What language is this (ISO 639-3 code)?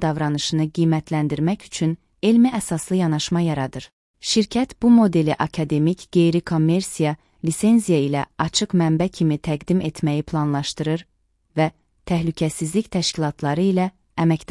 aze